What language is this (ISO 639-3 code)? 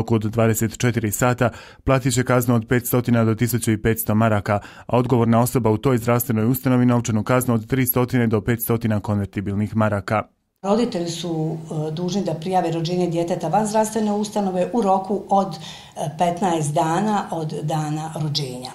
bos